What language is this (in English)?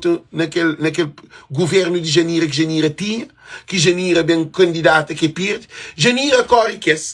Kabuverdianu